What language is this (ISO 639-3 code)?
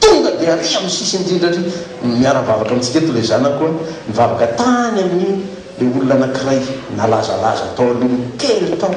mlg